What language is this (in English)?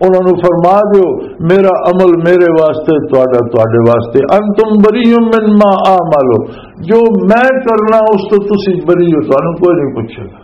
Western Panjabi